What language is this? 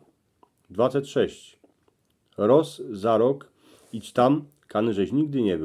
Silesian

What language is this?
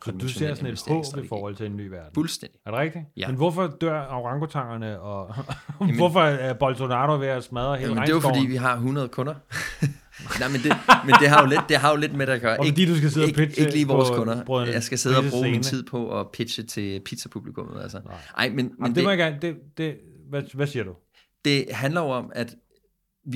Danish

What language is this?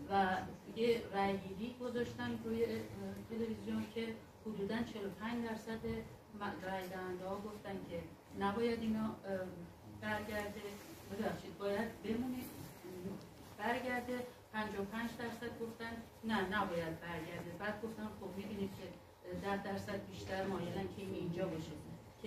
Persian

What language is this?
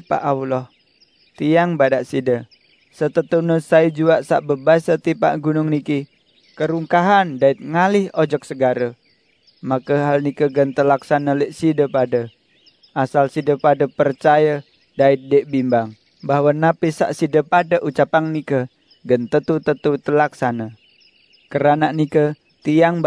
Sasak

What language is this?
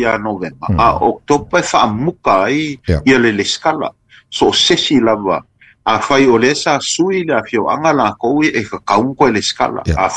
Samoan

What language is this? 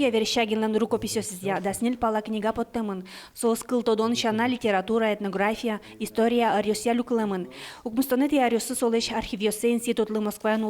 Udmurt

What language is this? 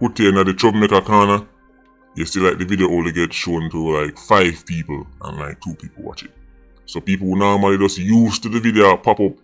Jamaican Creole English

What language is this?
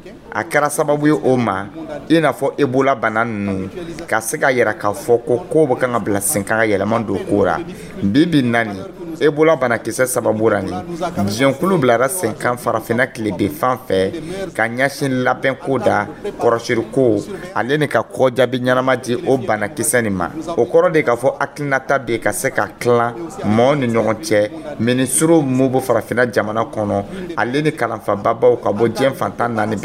Dyula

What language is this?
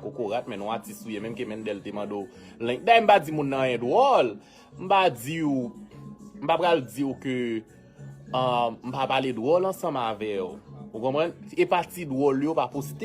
Haitian Creole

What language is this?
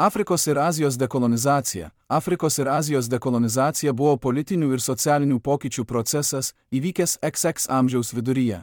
Lithuanian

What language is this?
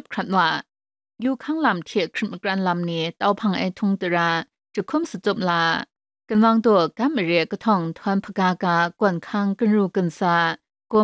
Kachin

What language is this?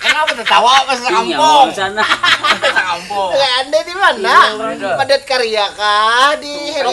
Banjar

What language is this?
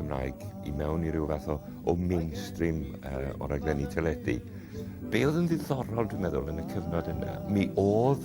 Welsh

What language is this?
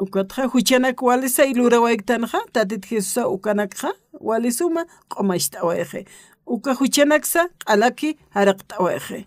Aymara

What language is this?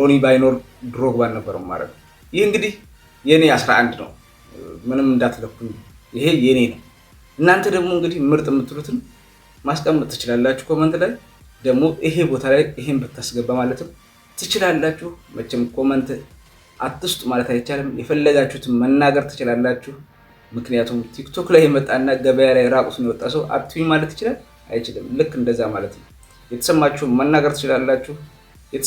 Amharic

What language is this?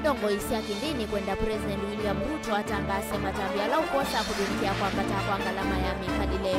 Kamba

